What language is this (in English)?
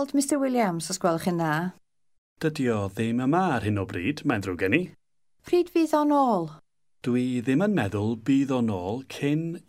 Welsh